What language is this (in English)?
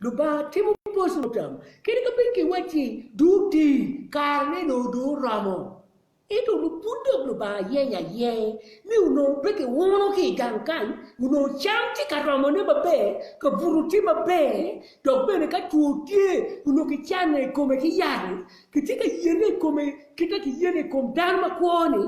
Acoli